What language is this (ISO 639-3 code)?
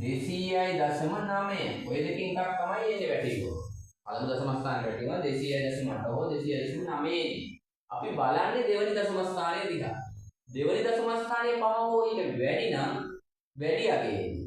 sin